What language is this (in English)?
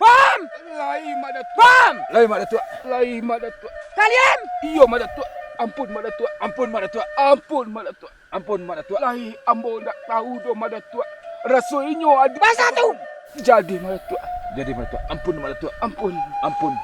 Minangkabau